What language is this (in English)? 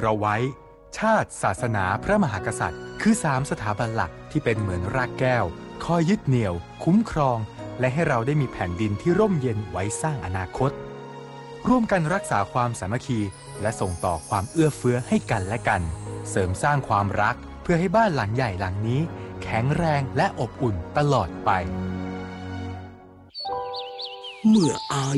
Thai